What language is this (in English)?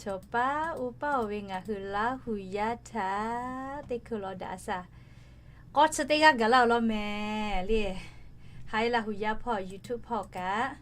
Lahu